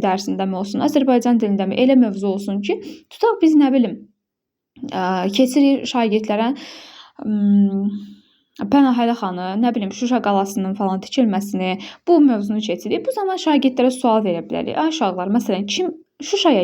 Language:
Azerbaijani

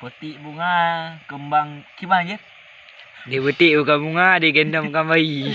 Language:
Achinese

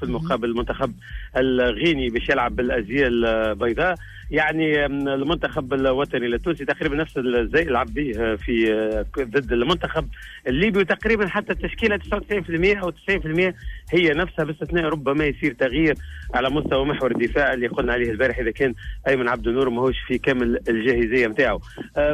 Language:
Tunisian Arabic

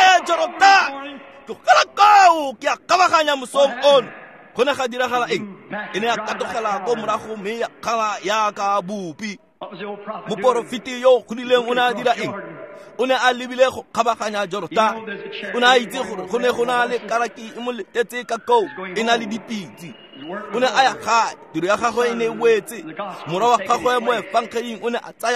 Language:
Tswana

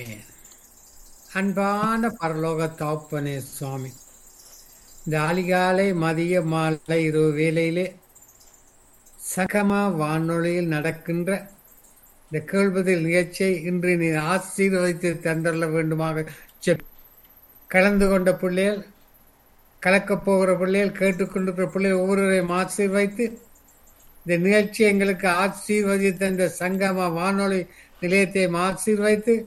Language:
Tamil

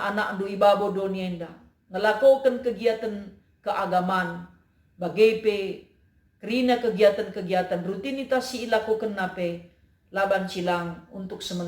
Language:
Batak Karo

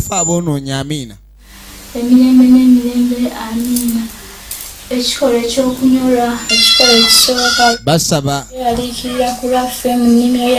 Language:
Ganda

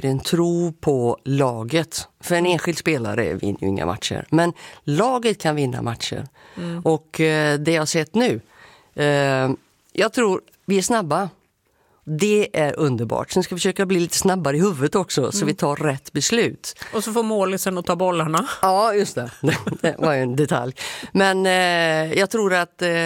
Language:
Swedish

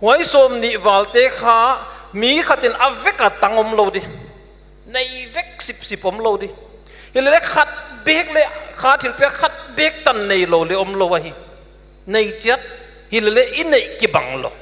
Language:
Paite Chin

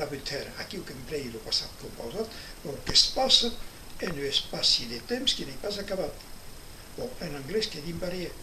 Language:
Occitan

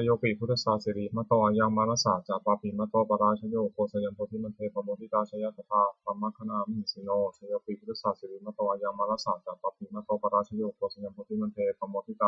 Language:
Pali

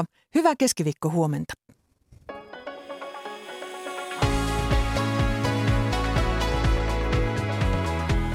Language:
Finnish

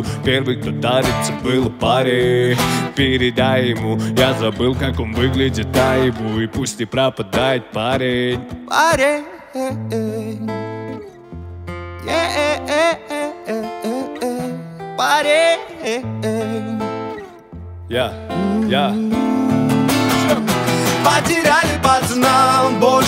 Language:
Russian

